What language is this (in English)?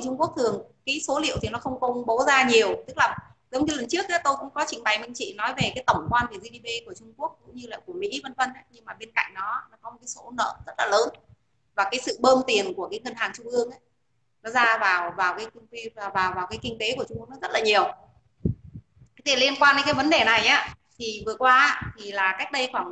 Vietnamese